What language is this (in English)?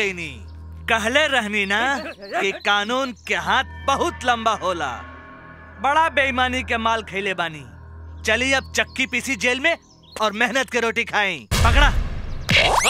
Bhojpuri